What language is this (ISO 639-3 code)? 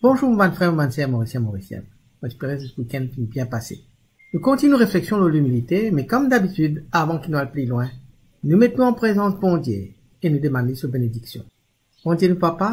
mfe